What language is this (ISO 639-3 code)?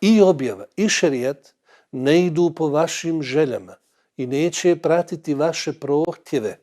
bos